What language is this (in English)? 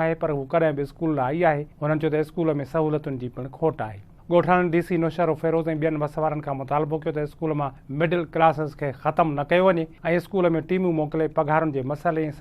Sindhi